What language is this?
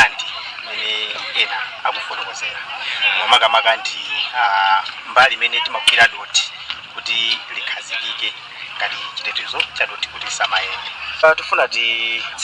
Nyanja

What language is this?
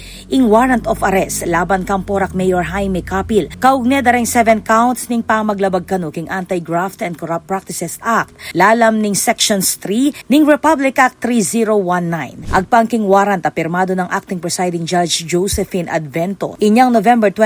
Pampanga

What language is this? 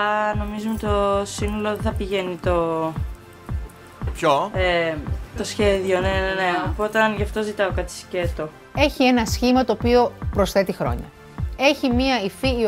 Greek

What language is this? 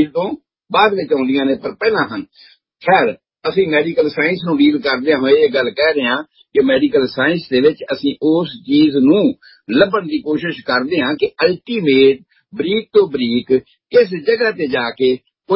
Punjabi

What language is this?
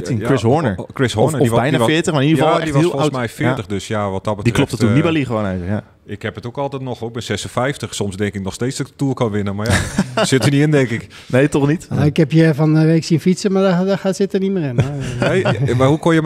Dutch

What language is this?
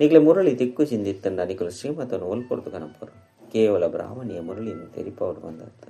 Tulu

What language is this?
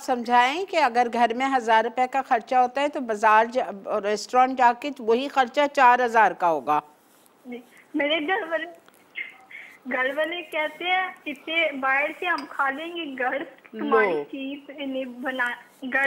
Hindi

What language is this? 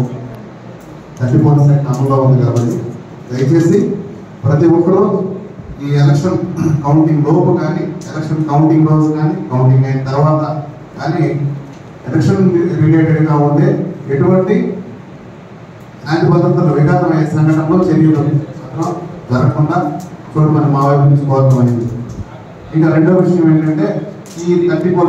Telugu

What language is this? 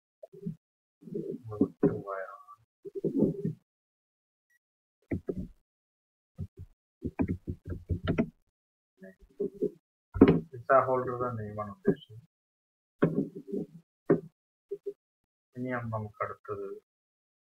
Malayalam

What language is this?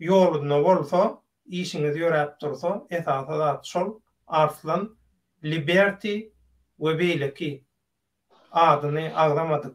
Turkmen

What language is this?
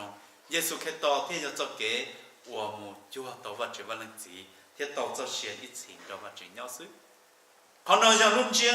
Hmong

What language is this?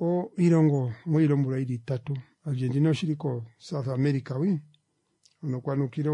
Kuanyama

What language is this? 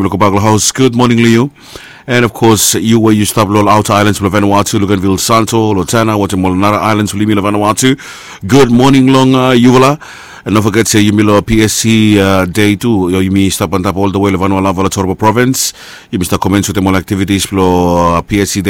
Bislama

